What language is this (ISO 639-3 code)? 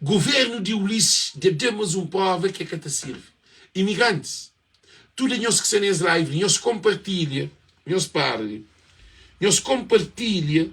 kea